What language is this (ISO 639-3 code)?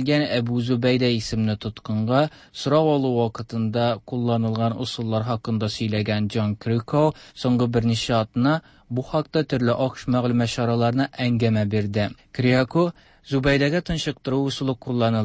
tat